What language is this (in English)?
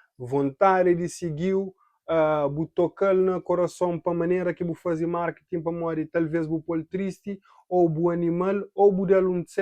Kabuverdianu